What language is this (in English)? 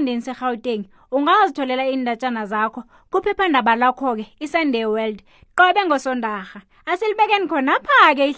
South Ndebele